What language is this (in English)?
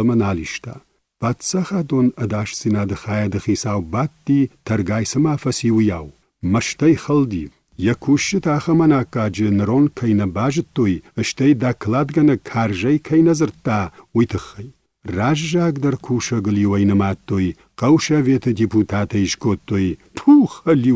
Ossetic